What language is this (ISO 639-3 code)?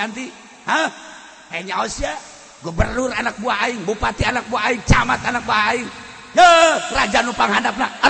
sun